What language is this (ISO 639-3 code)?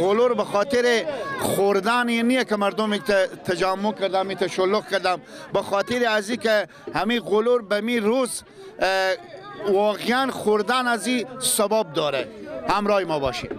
fas